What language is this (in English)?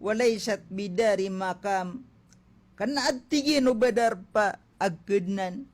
Maranao